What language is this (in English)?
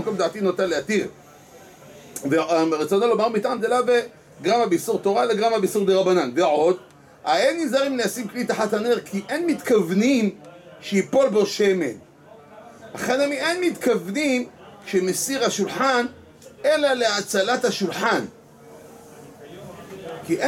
Hebrew